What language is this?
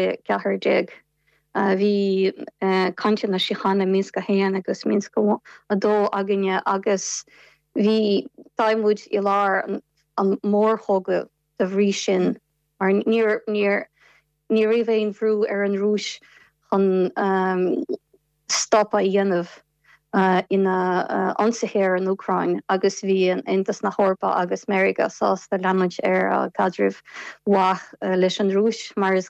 Irish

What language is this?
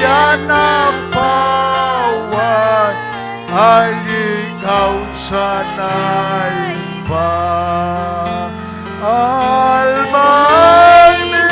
Ayacucho Quechua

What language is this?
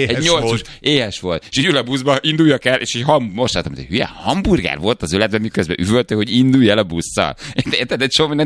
Hungarian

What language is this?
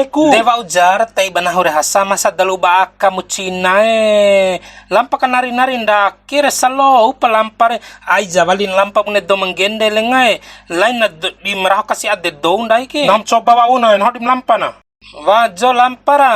Bima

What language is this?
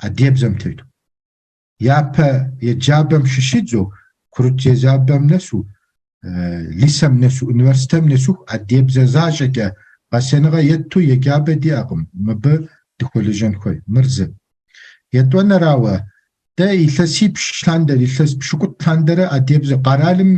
Kabardian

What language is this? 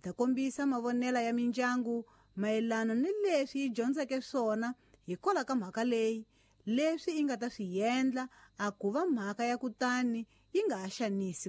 Tsonga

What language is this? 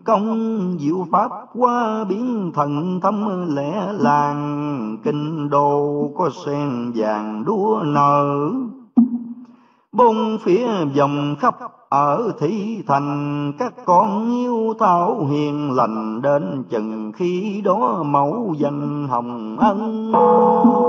Vietnamese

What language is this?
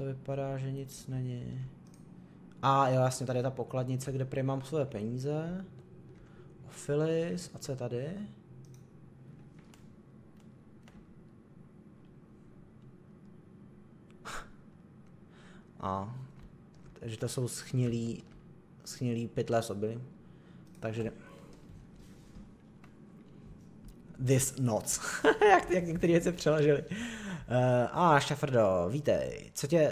Czech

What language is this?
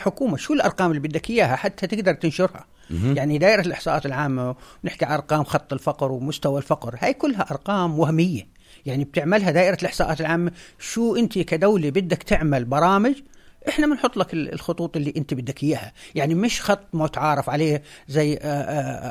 North Levantine Arabic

